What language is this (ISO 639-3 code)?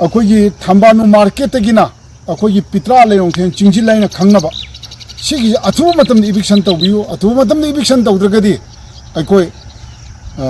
mni